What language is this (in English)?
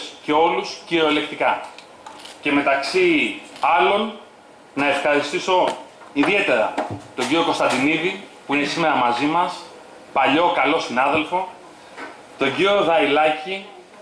Greek